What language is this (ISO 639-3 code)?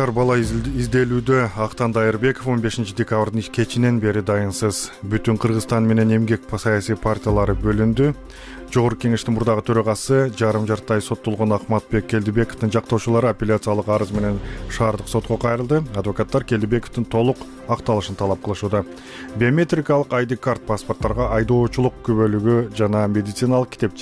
kir